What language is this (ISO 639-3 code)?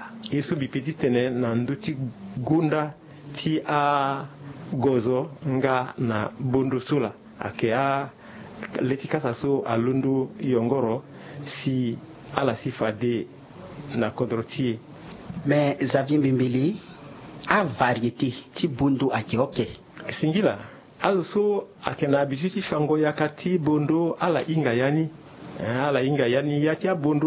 sag